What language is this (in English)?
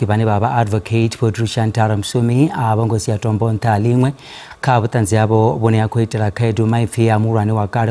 Venda